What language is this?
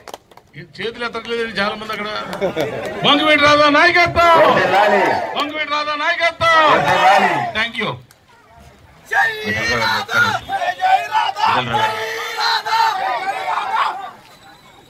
Telugu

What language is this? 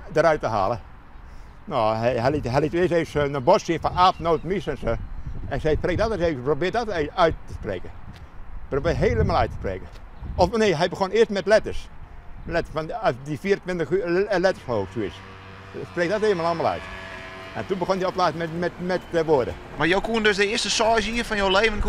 Western Frisian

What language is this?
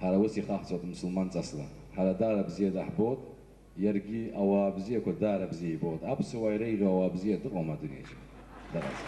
Abkhazian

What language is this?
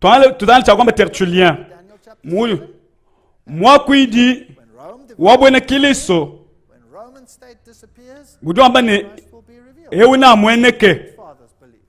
Luba-Lulua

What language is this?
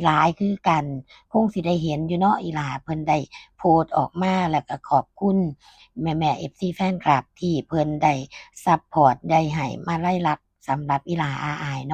Northeastern Thai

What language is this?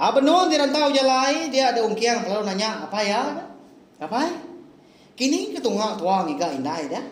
Iban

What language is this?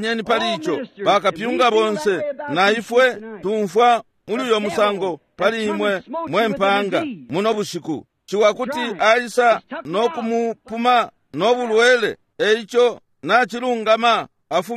Bemba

